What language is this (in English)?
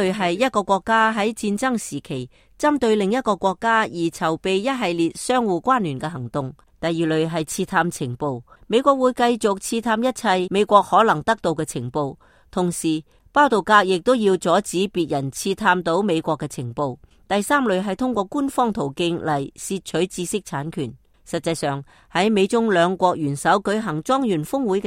Cantonese